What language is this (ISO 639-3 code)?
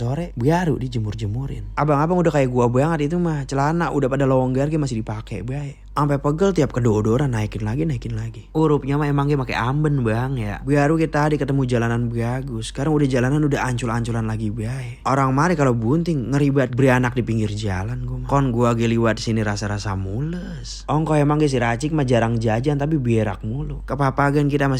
bew